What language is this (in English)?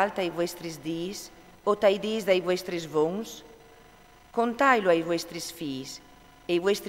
Friulian